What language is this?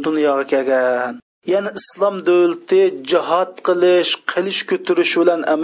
Uyghur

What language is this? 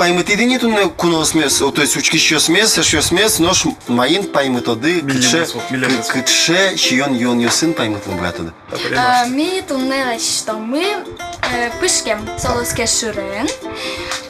Udmurt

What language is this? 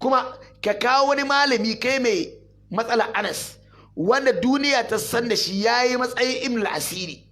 Hausa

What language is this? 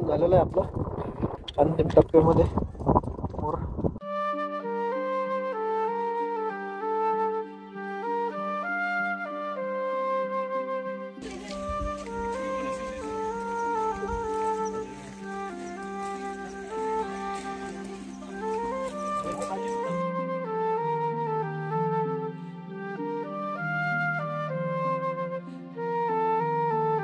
Marathi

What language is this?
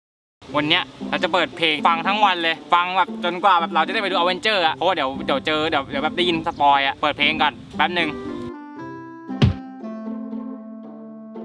Thai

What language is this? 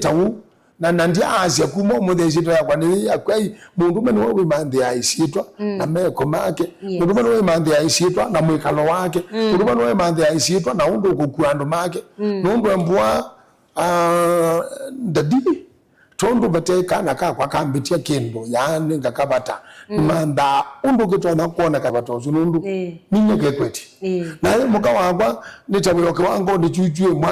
Kamba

